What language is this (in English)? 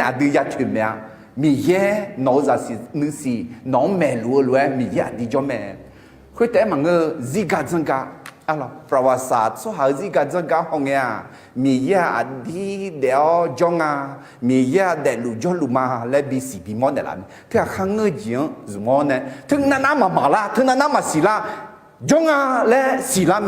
Akha